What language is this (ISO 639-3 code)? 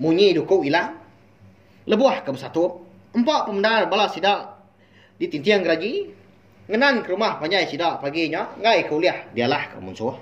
iba